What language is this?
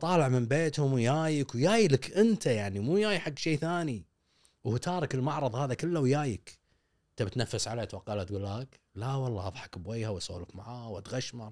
Gulf Arabic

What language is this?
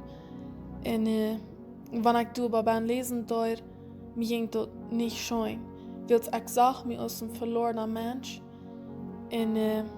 Plautdietsch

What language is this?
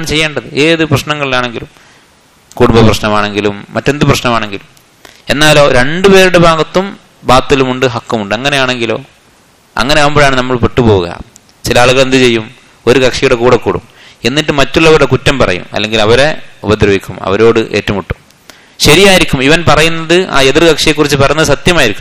Malayalam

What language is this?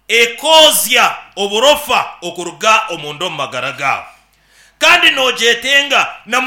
Nyankole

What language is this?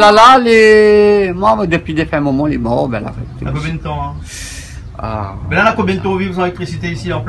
Réunion Creole French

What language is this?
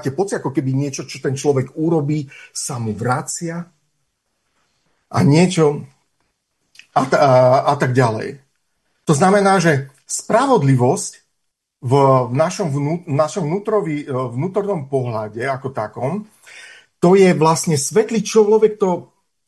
Slovak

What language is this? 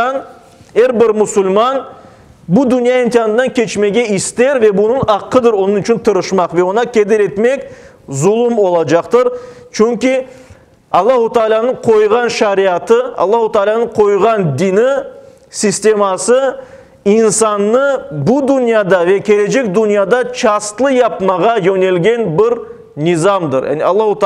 Crimean Tatar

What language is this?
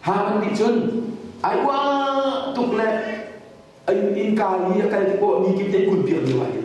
Hakha Chin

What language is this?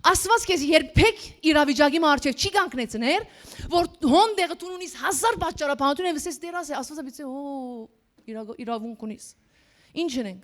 Western Armenian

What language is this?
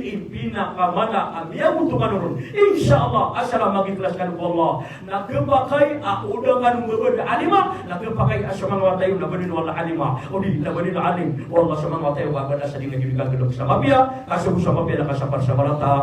Maranao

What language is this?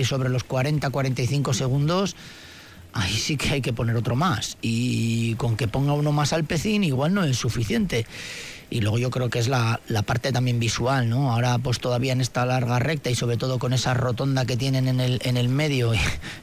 Spanish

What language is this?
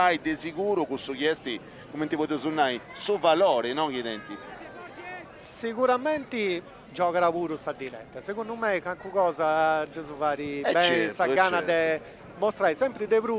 Sardinian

